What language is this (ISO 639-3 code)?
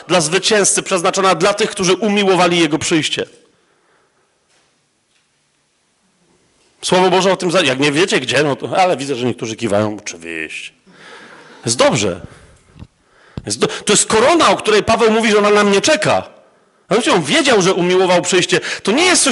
pol